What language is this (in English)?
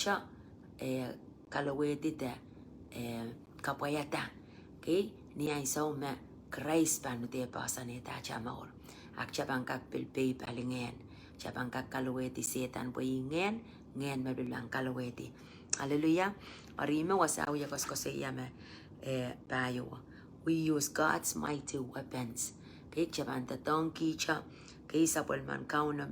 Pohnpeian